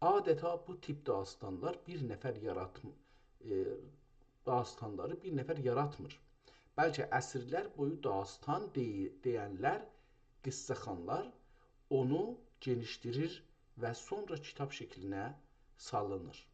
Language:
South Azerbaijani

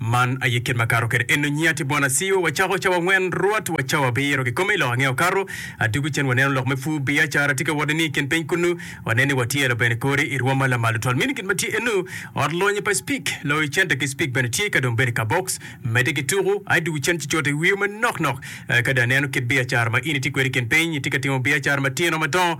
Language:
Acoli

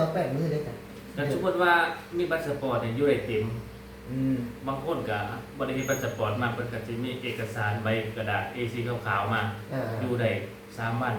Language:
Lao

